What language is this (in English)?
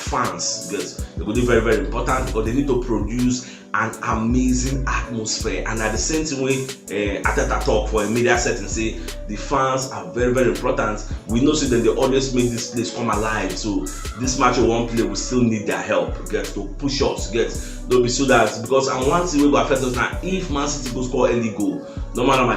Nigerian Pidgin